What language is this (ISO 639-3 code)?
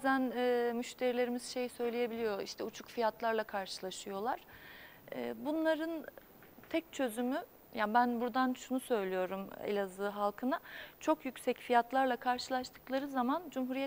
tur